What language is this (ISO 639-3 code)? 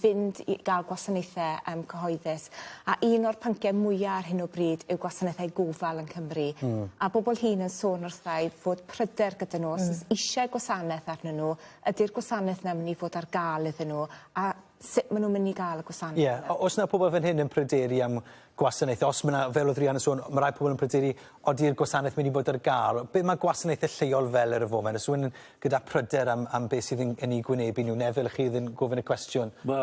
cym